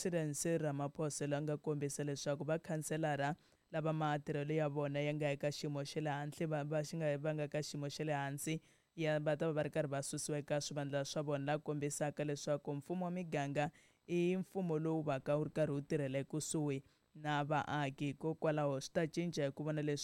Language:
Tsonga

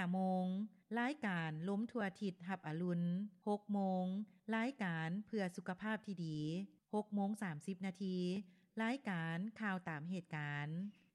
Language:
Lao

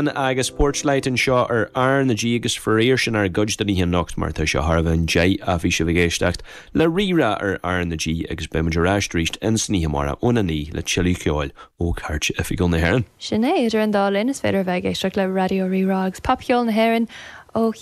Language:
Irish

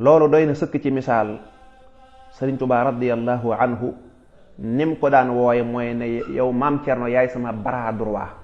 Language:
Wolof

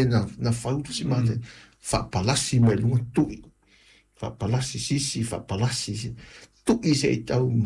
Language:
Samoan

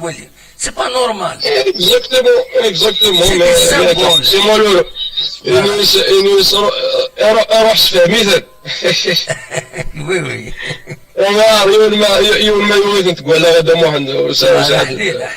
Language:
Kabyle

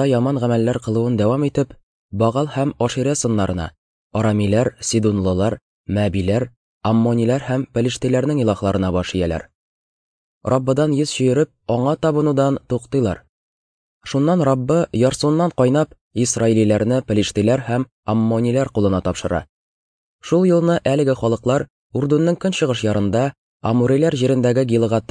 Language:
Tatar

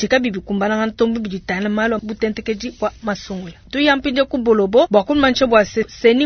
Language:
Luba-Lulua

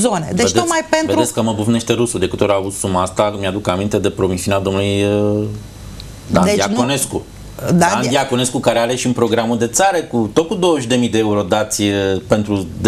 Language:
Romanian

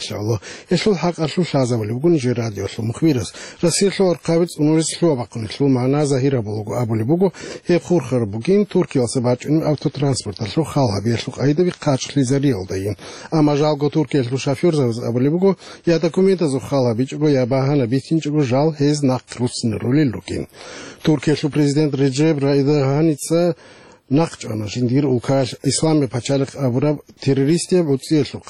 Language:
Avaric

